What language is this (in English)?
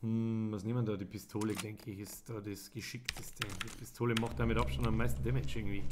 Bavarian